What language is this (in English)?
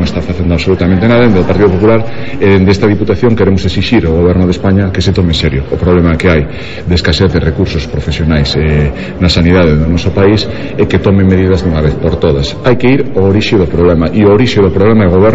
Galician